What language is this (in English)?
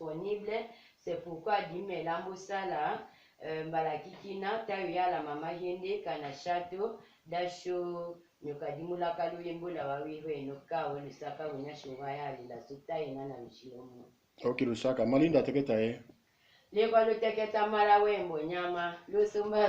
Tetela